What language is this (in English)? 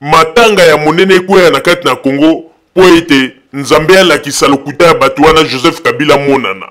Lingala